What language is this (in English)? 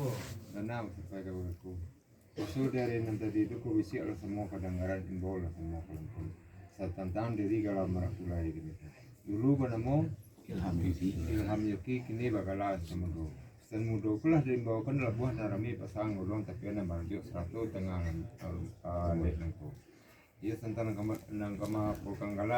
Minangkabau